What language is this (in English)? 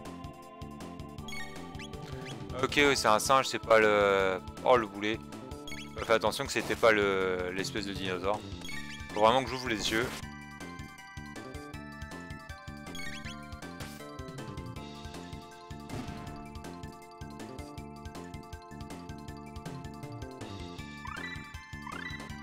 French